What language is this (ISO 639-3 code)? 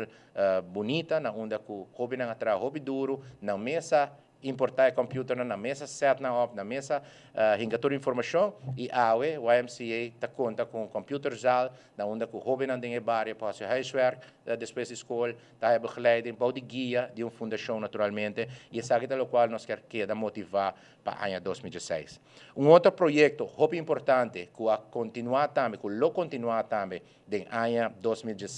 pap